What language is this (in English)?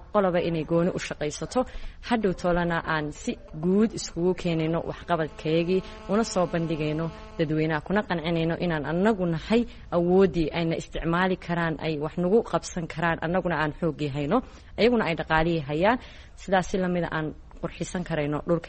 Somali